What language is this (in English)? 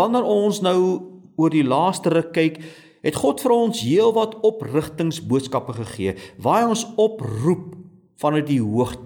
Afrikaans